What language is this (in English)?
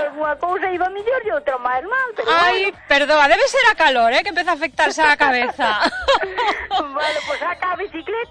Galician